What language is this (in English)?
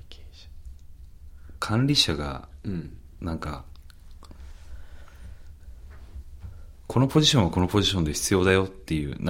Japanese